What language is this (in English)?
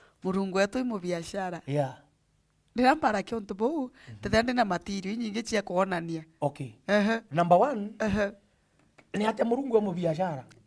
Meru